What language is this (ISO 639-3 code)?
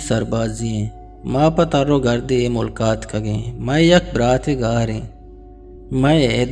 bgp